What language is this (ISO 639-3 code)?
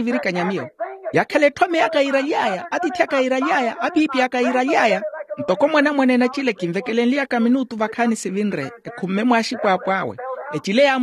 vmw